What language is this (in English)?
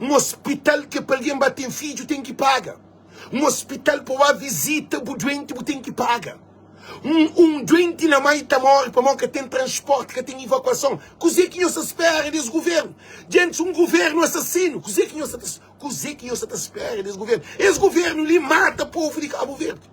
Kabuverdianu